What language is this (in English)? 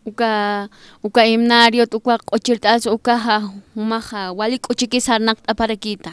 Aymara